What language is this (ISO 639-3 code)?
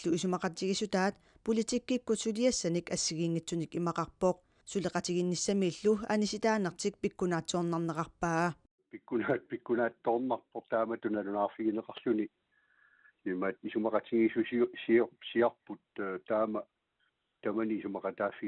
kal